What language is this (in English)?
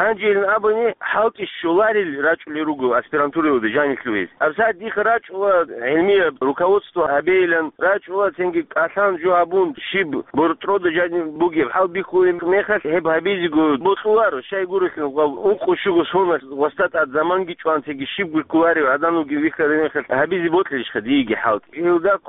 Avaric